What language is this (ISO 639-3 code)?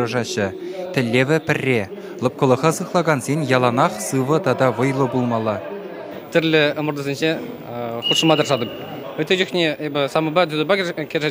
chv